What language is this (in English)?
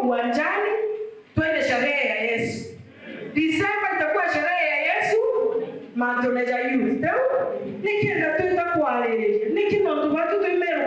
Meru